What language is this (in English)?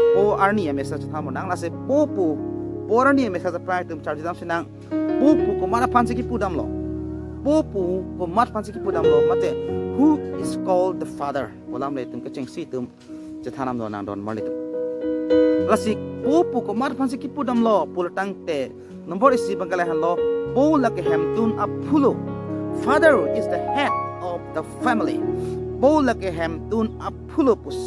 Karbi